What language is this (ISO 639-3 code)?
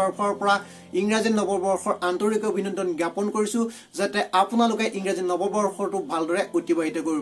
asm